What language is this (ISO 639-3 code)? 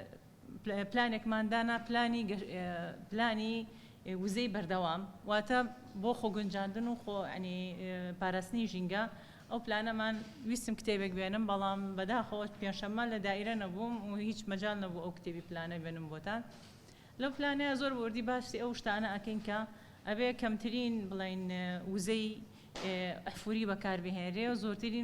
ckb